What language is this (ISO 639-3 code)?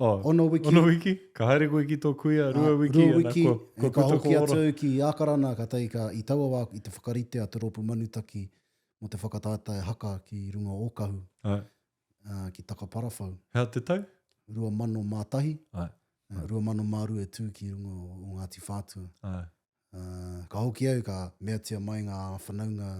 mri